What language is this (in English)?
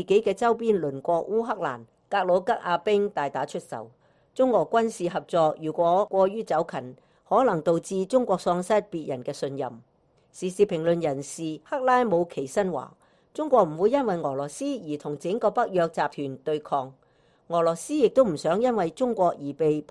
Cantonese